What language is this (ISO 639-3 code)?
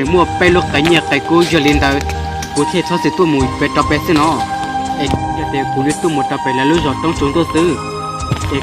hmn